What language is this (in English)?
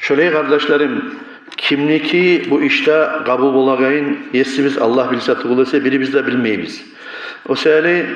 Kumyk